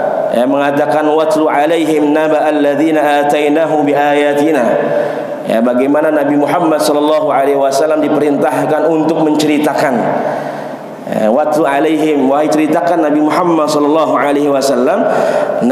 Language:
Indonesian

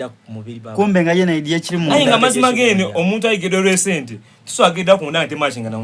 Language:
Soga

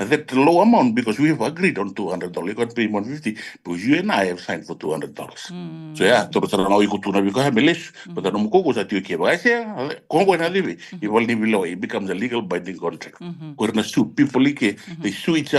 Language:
Fijian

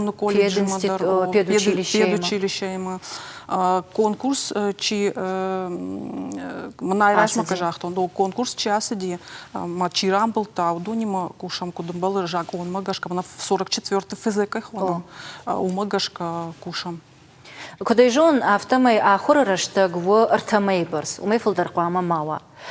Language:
Ossetic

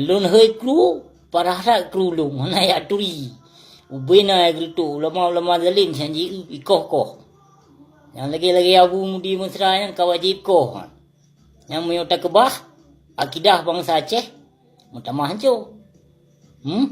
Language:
Achinese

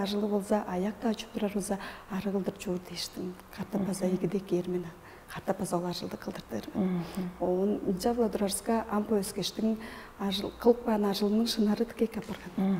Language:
Tuvinian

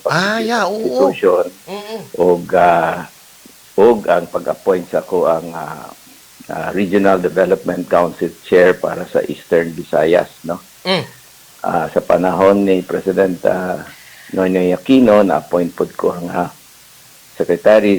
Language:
Cebuano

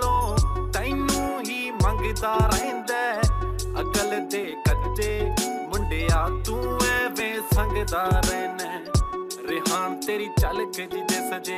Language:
Punjabi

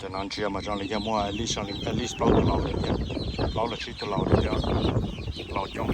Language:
Hmong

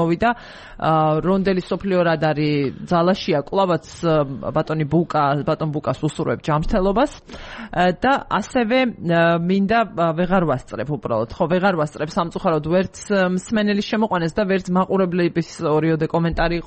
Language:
Georgian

